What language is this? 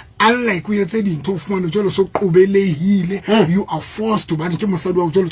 Southern Sotho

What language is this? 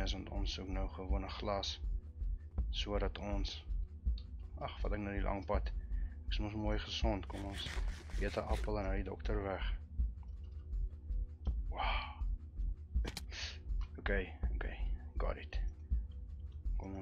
Afrikaans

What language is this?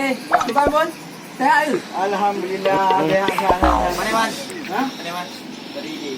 Achinese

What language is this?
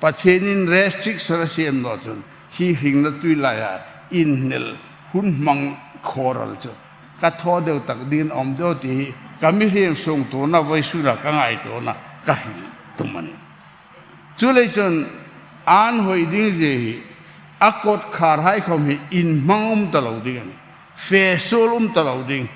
Hmar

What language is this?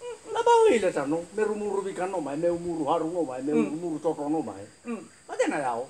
Nias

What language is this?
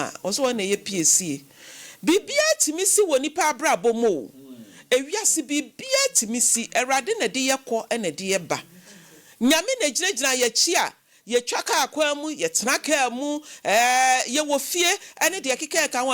Akan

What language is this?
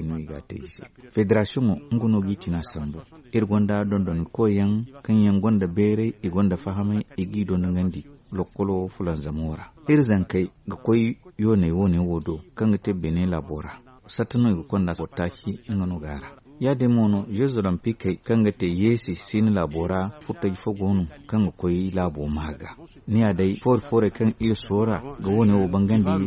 Zarma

